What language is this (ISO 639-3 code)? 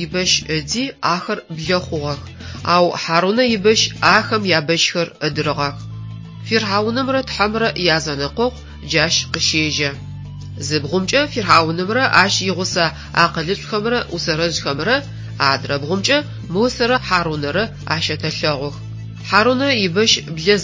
ady